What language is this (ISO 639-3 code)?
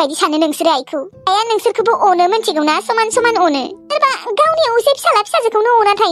brx